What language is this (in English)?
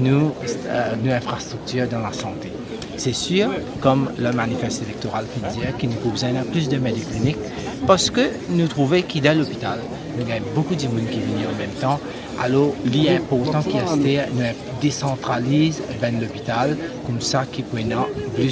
Morisyen